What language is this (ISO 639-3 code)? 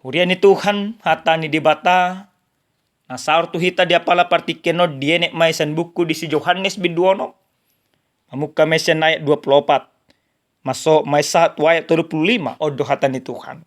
bbc